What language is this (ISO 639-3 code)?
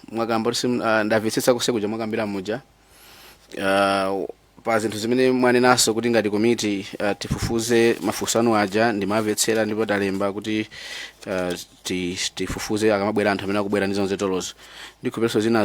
nya